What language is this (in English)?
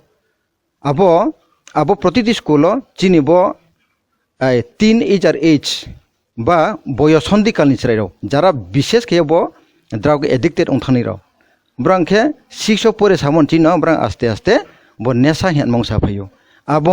Kok Borok